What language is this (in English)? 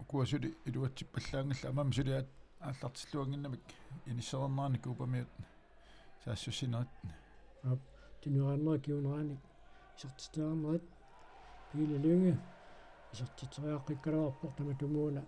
Kalaallisut